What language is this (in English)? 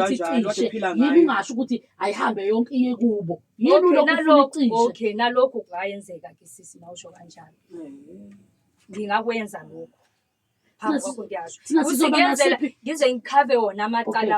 Zulu